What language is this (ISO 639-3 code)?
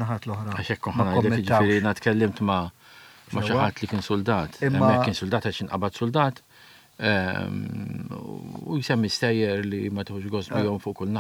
mlt